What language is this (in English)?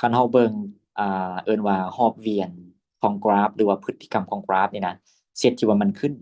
Lao